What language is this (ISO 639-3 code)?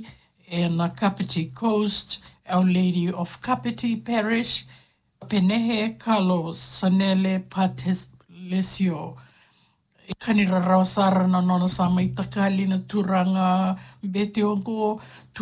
fij